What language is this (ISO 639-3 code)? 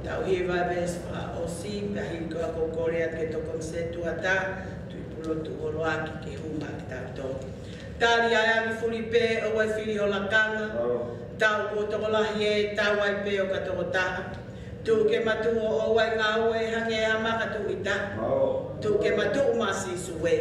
ton